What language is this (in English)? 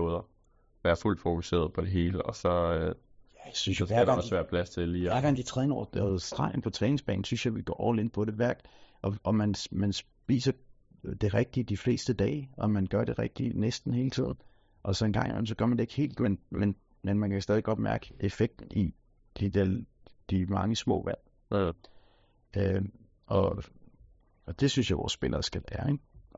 Danish